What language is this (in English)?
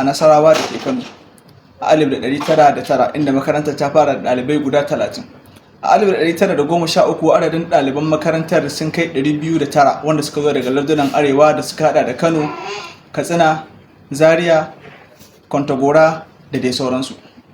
Hausa